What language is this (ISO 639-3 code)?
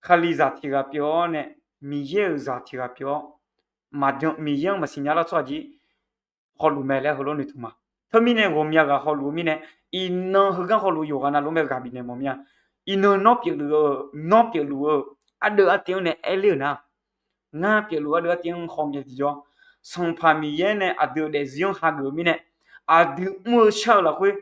ahk